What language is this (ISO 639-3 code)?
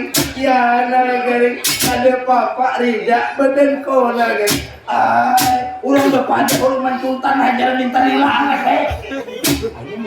bjn